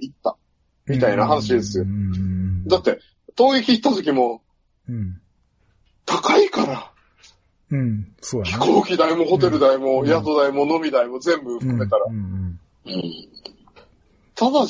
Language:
Japanese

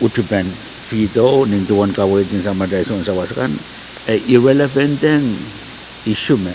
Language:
Pohnpeian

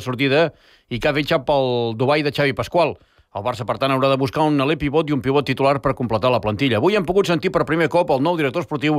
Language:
Catalan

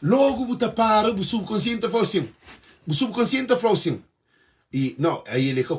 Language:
Kabuverdianu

